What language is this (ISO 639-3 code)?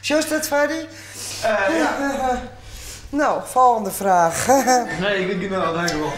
fry